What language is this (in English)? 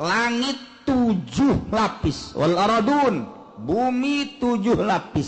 Sundanese